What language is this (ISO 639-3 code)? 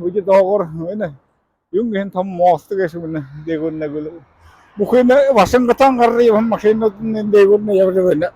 bua